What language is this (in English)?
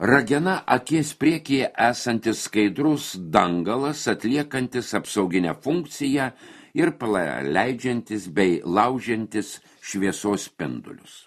Lithuanian